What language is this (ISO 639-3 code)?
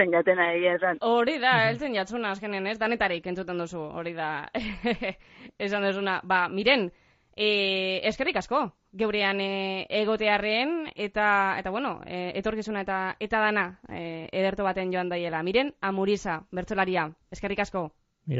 eus